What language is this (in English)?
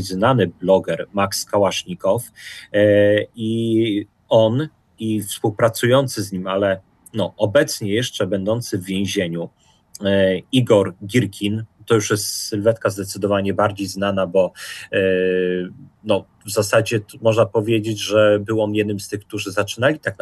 Polish